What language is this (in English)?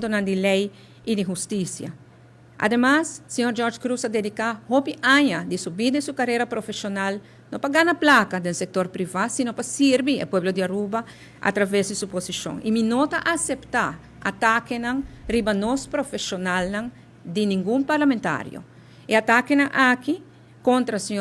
Papiamento